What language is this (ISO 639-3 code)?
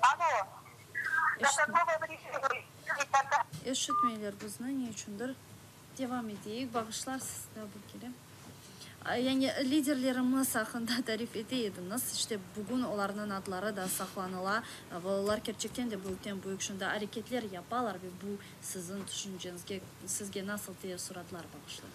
crh